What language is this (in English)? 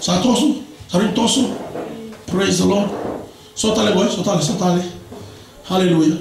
Fijian